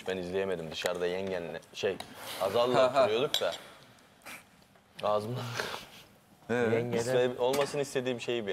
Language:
Turkish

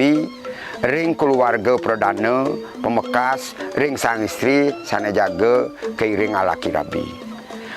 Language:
Balinese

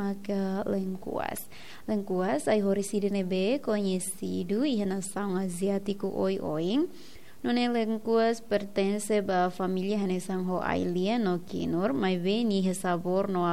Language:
Tetum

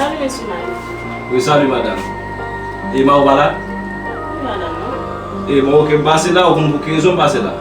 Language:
Haitian Creole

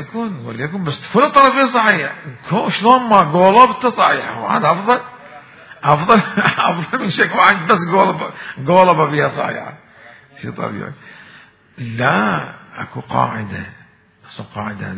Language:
Mesopotamian Arabic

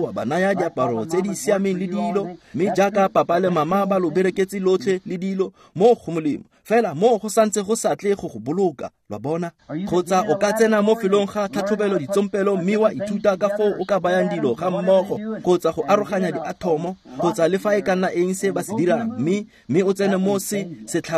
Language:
Tswana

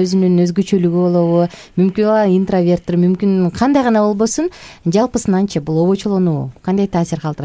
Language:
Kyrgyz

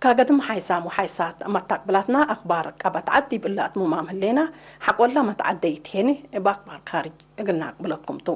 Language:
Tigre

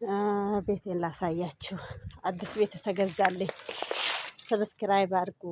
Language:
Amharic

